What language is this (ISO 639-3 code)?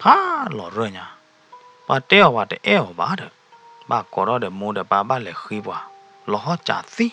ksw